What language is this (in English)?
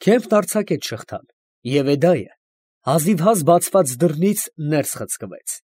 Armenian